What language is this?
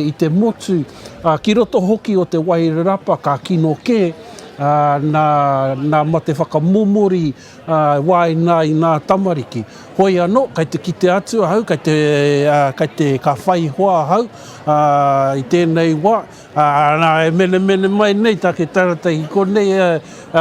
Māori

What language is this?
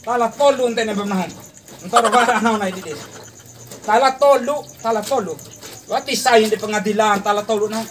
Bima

